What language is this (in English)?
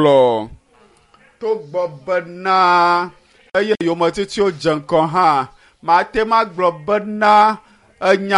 Ewe